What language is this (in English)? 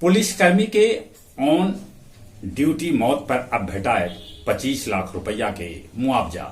Magahi